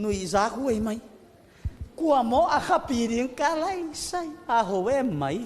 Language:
Tedim Chin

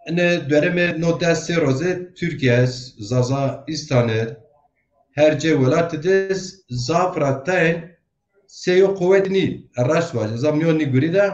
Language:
Zaza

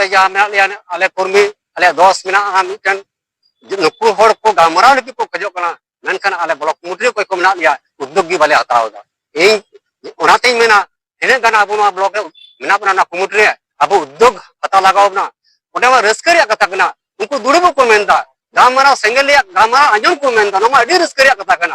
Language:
Santali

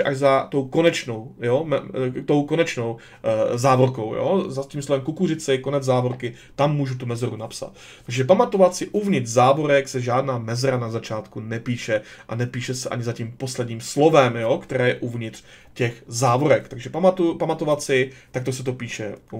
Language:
Czech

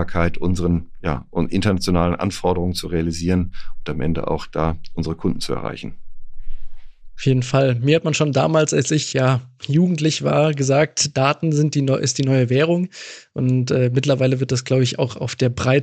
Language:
German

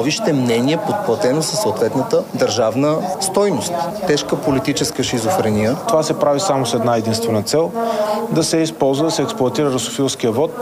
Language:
Bulgarian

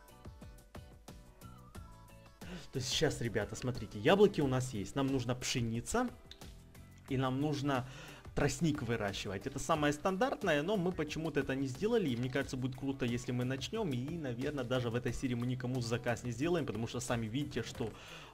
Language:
Russian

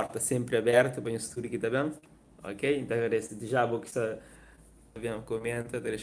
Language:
Kabuverdianu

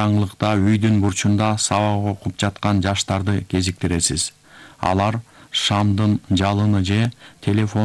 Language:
Kyrgyz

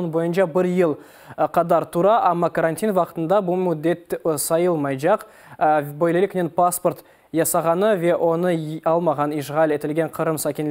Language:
Crimean Tatar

